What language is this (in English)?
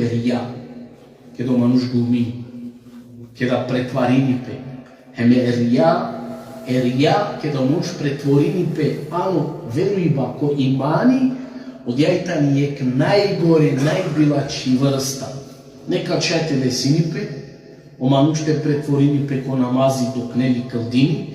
Balkan Romani